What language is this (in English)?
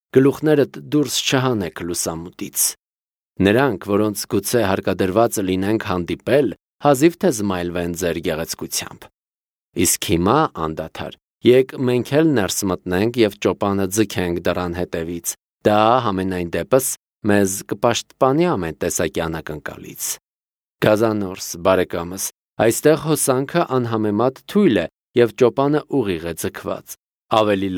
Armenian